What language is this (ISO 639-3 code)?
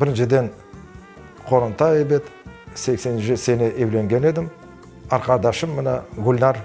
crh